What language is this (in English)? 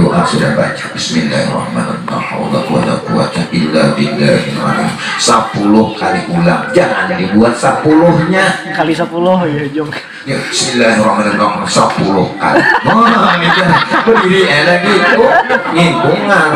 Banjar